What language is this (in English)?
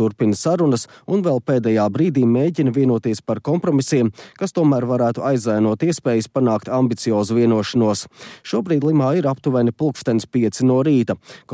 Latvian